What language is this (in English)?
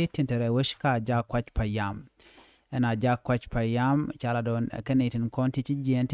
Nuer